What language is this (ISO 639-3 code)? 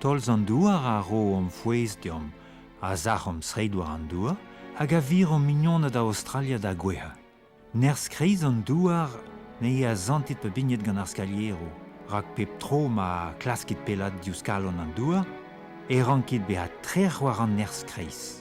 bre